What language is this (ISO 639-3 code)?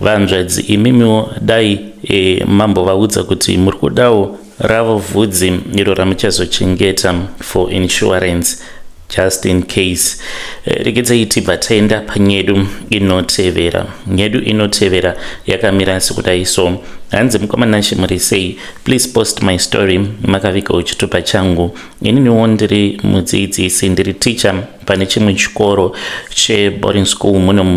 sna